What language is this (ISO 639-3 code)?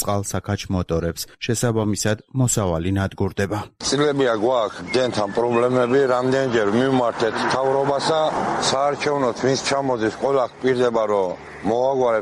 kat